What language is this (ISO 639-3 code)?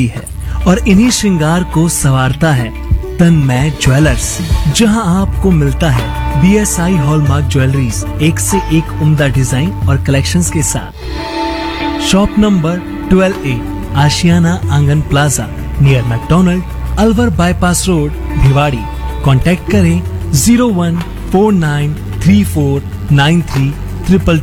hin